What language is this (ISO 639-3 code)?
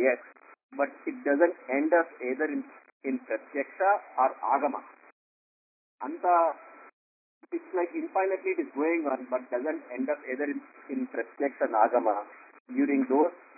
kan